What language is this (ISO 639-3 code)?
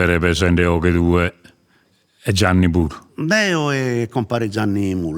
srd